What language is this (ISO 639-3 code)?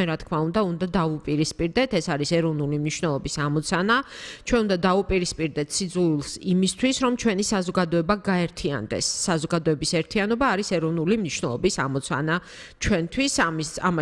kat